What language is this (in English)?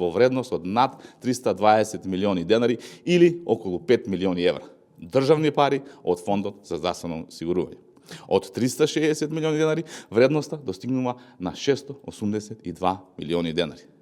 Macedonian